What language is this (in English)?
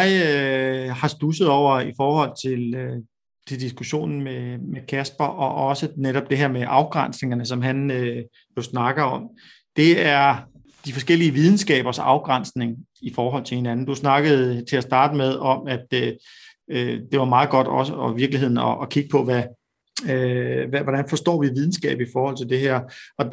Danish